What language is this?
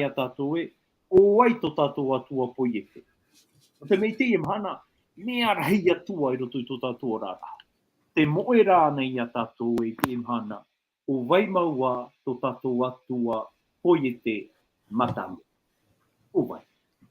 Tahitian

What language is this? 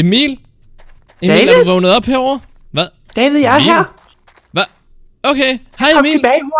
Danish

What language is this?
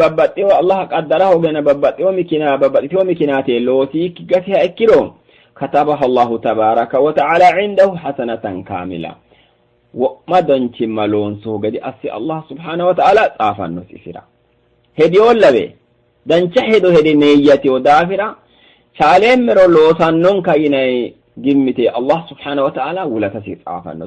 Sidamo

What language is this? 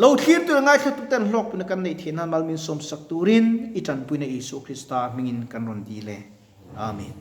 Mizo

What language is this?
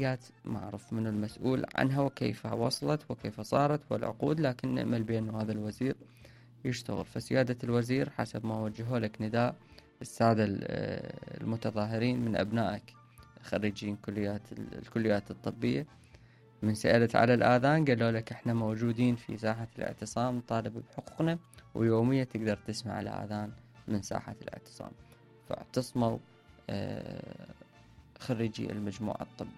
Mesopotamian Arabic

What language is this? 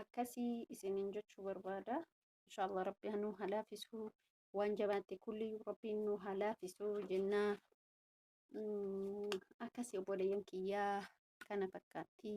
Oromo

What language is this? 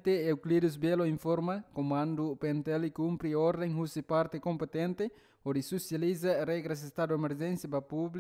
Tetum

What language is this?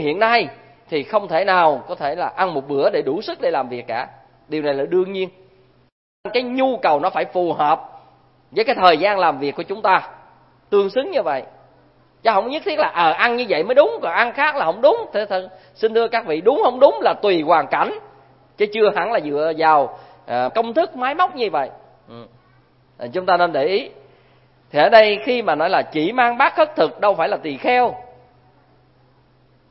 Vietnamese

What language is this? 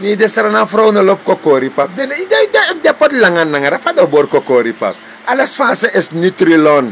Sranan Tongo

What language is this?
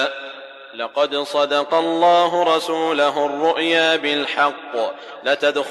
Arabic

